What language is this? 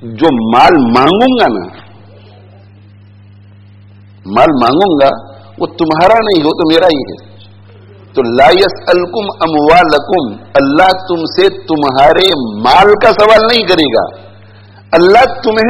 Urdu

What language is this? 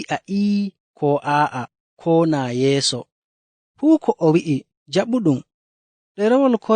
Nigerian Fulfulde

